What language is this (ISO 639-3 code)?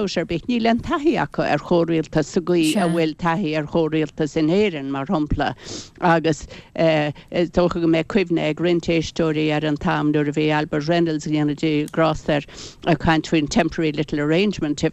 gle